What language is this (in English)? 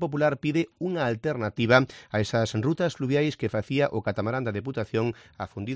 Galician